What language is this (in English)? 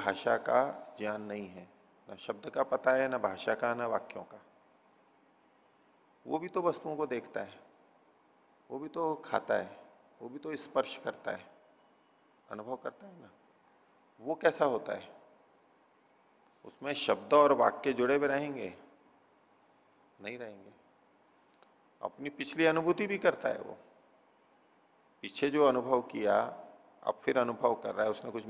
Hindi